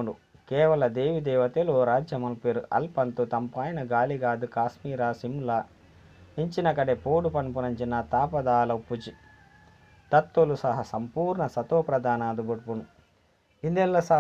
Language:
Tulu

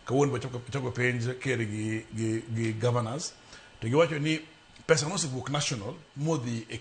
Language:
Luo (Kenya and Tanzania)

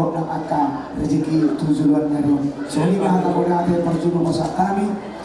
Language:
Batak Toba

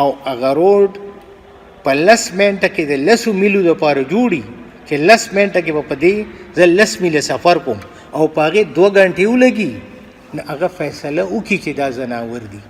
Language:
Pashto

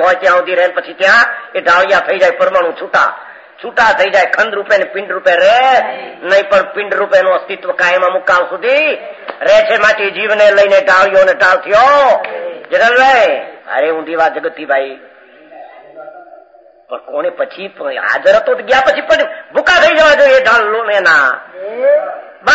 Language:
Gujarati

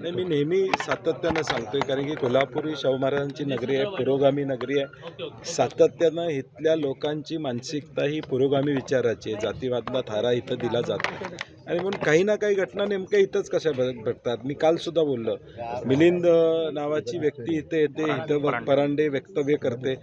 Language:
Marathi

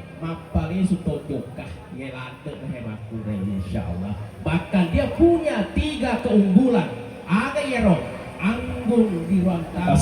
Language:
Buginese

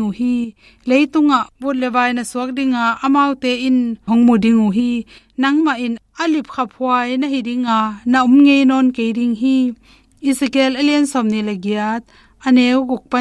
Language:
Tedim Chin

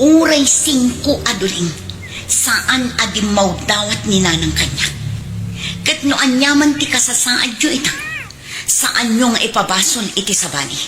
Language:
Iloko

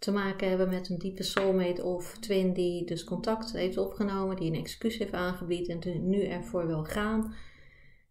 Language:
Dutch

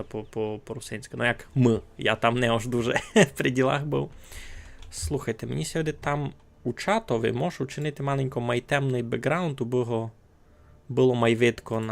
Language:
Rusyn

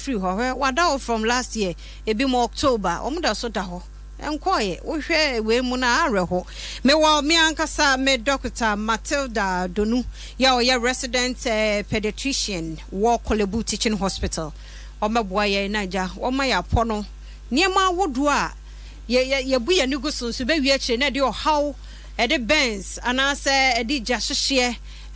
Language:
Akan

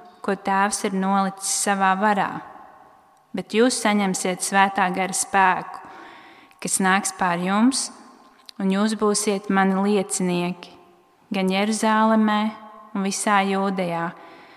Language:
Latvian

